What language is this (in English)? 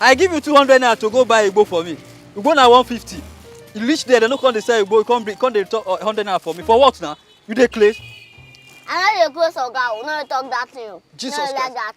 Nigerian Pidgin